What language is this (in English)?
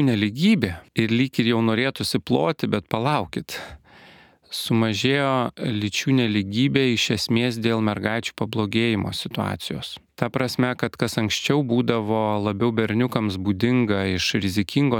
Lithuanian